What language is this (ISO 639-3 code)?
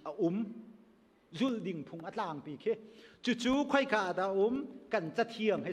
cnh